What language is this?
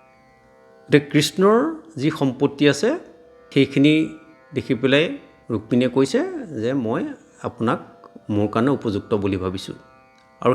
Assamese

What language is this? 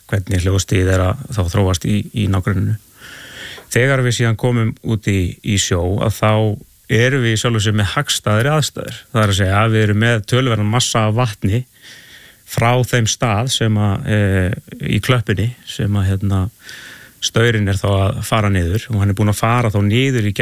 Icelandic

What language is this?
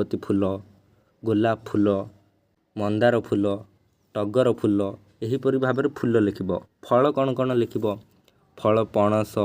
Odia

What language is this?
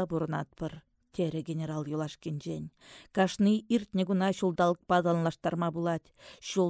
Chuvash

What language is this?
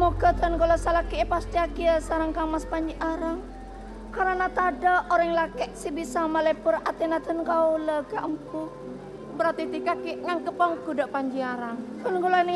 Madurese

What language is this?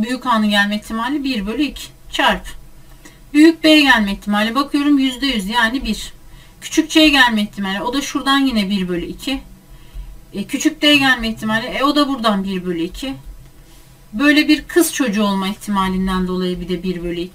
Turkish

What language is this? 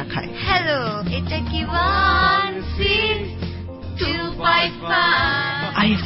Bangla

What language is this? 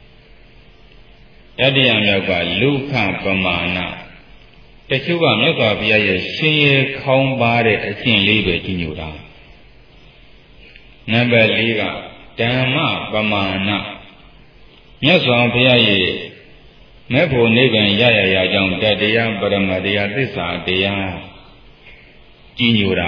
Burmese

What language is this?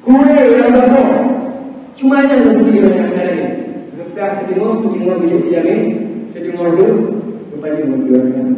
Achinese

